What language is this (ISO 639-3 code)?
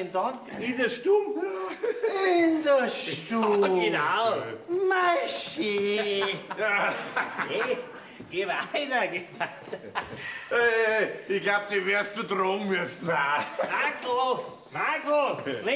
bar